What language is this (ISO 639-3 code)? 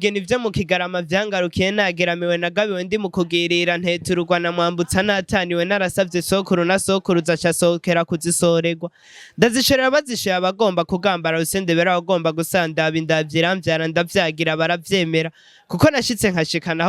run